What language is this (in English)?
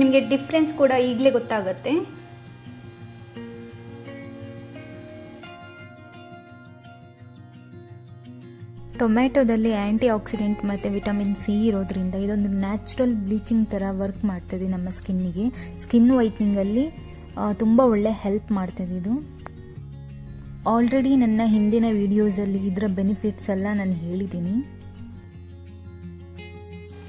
Kannada